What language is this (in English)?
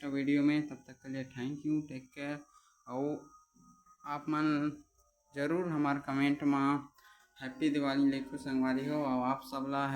Chhattisgarhi